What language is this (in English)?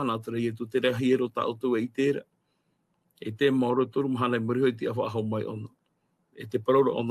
Tahitian